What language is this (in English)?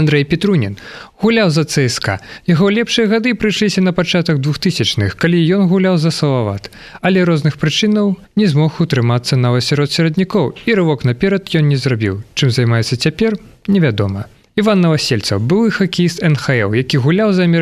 Belarusian